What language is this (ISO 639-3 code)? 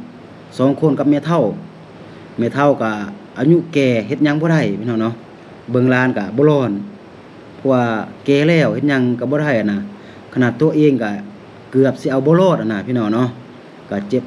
lao